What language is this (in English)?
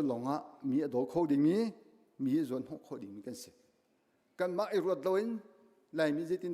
Hakha Chin